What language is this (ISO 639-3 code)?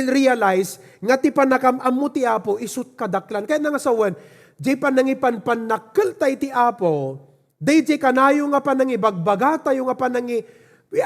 ilo